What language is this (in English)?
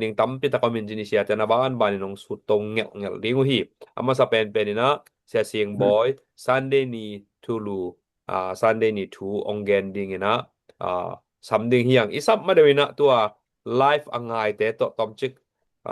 Tedim Chin